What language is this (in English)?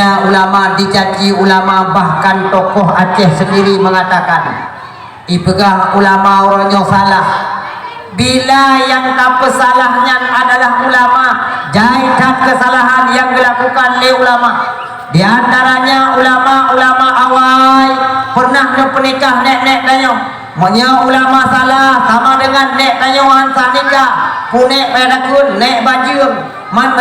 Achinese